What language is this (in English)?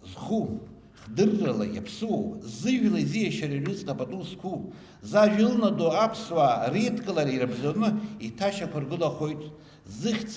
Abkhazian